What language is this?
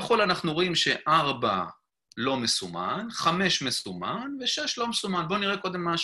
Hebrew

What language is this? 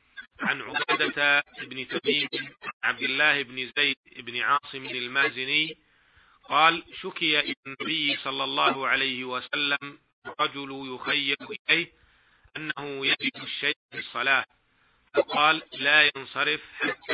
Arabic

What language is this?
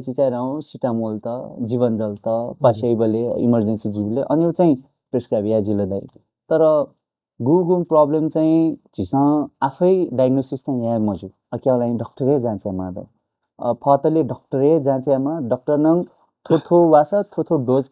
Newari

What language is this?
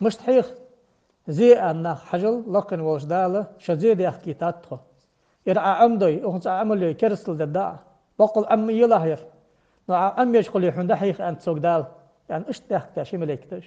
Ingush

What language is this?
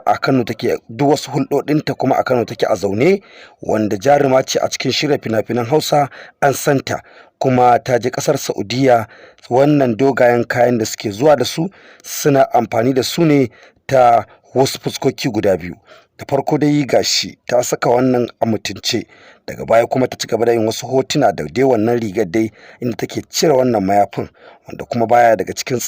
Hausa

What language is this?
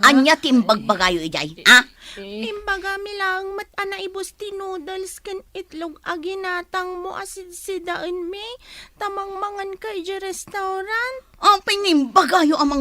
Iloko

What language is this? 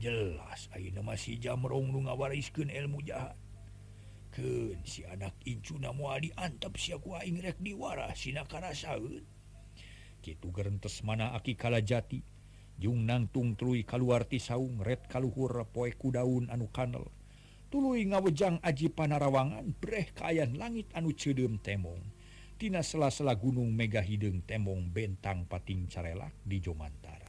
Sundanese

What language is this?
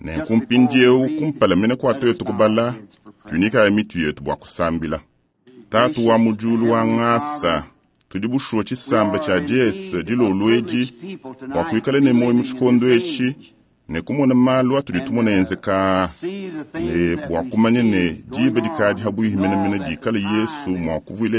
Luba-Lulua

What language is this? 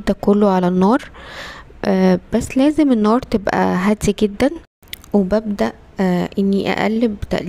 Egyptian Arabic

